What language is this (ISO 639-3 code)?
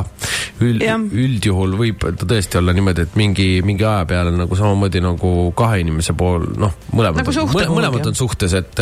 est